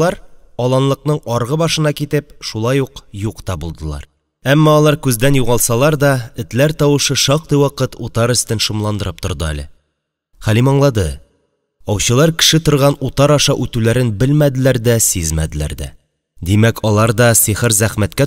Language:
Tatar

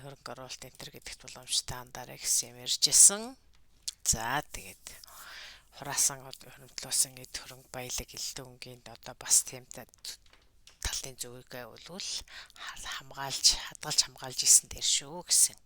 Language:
Mongolian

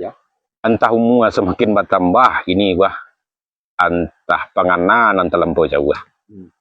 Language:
Minangkabau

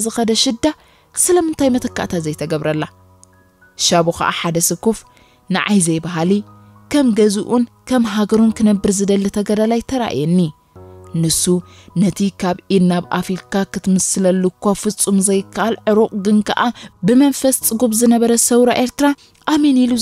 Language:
Tigrinya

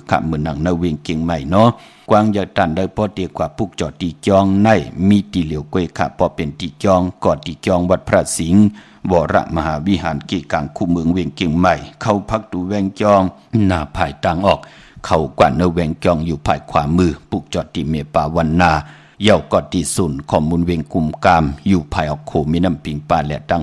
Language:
Shan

